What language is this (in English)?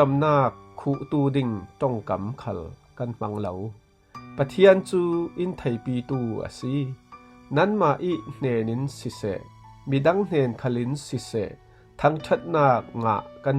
Falam Chin